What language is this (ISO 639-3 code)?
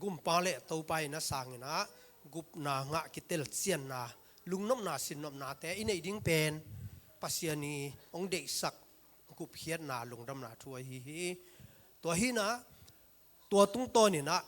ctd